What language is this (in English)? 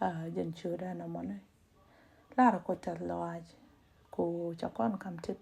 Nuer